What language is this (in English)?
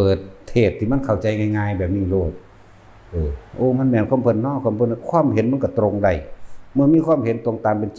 Northeastern Thai